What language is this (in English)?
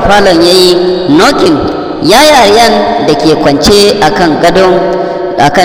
Hausa